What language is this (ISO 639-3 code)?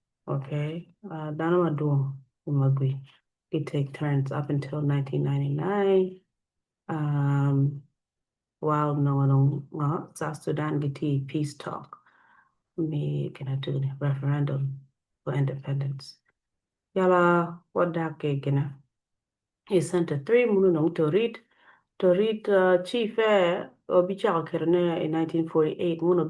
ach